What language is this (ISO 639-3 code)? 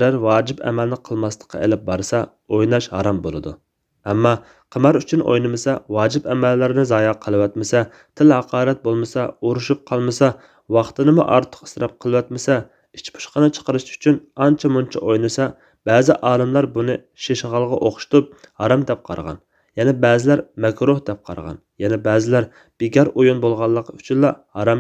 uig